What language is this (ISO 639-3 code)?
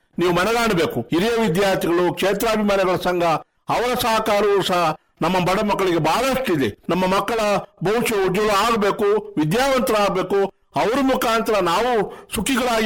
kan